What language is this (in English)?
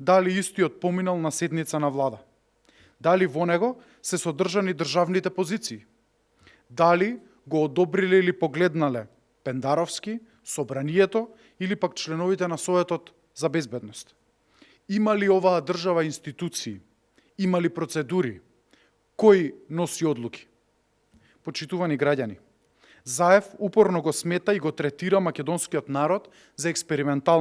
Macedonian